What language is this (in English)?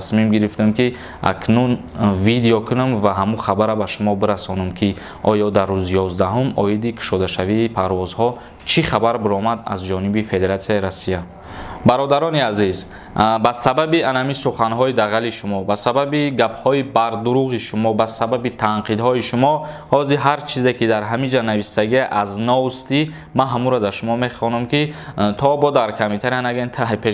Tajik